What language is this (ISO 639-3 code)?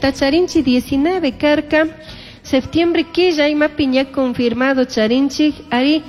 qug